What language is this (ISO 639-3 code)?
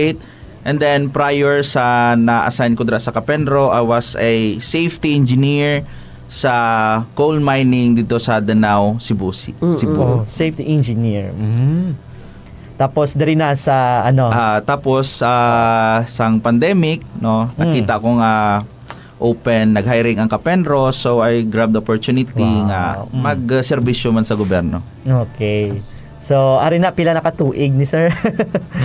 hil